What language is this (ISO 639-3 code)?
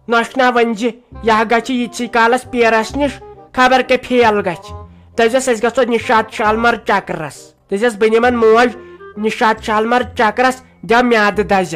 kas